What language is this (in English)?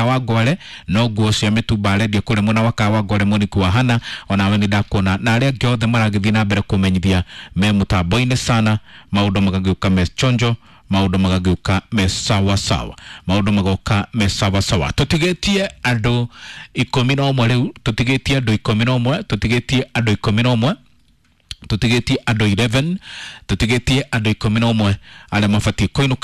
Kikuyu